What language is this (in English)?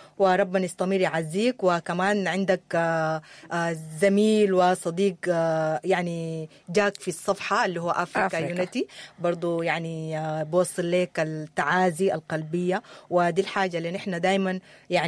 Sudanese Arabic